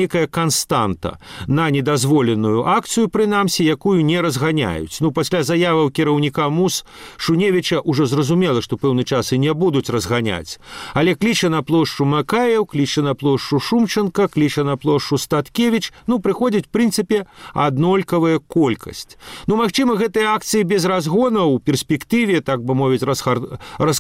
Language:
Belarusian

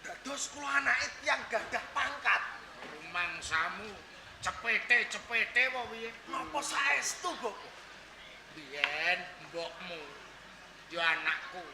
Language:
Javanese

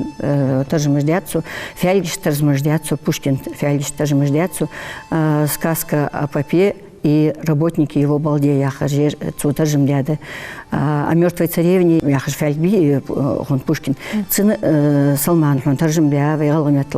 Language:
Ingush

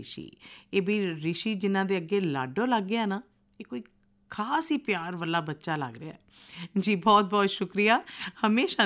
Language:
Punjabi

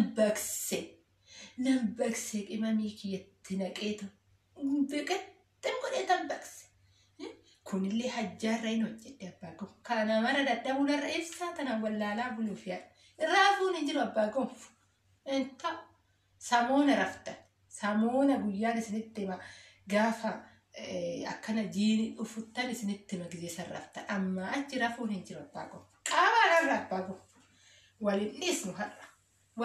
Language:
Oromo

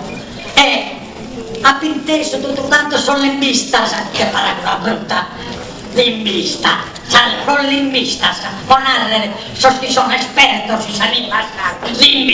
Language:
Sardinian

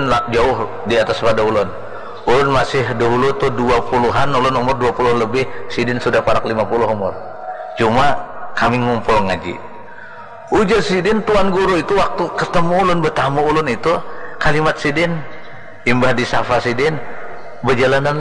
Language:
Banjar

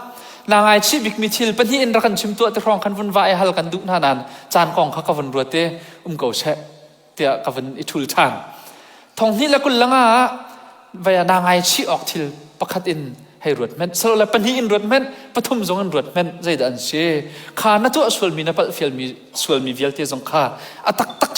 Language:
Hakha Chin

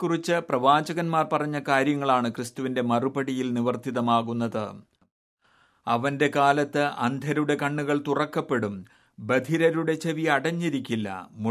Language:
Malayalam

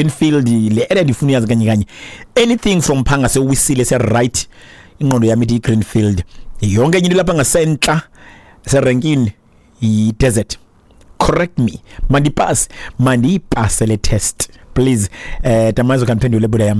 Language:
Xhosa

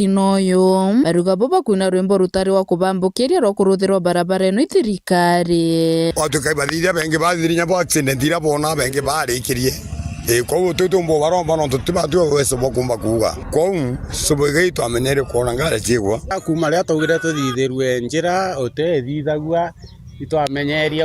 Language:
Meru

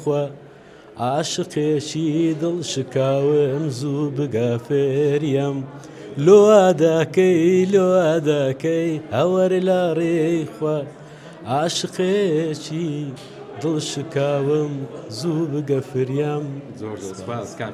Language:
Central Kurdish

